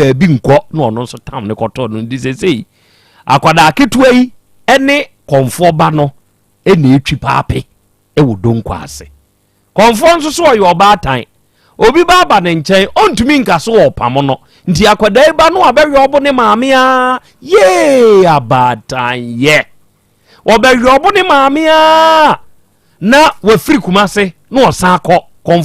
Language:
Akan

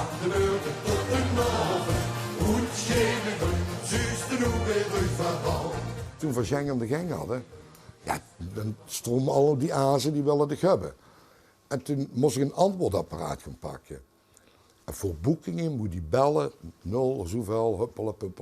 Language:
Limburgish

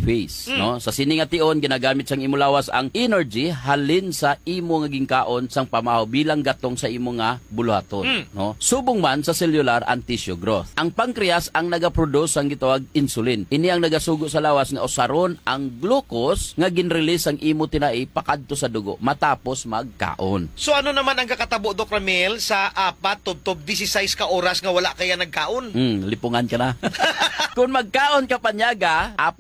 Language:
Hiligaynon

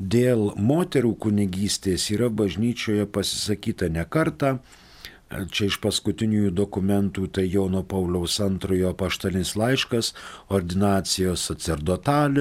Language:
Lithuanian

